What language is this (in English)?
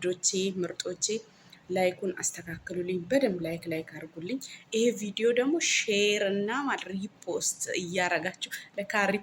Amharic